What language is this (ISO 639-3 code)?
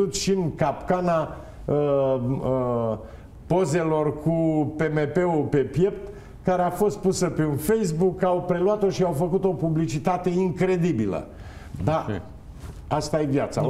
ron